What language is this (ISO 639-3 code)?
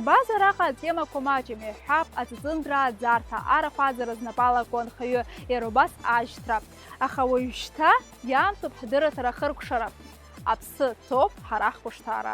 abk